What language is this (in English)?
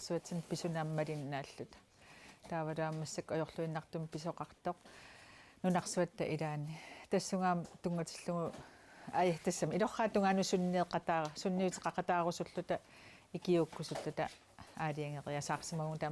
Kalaallisut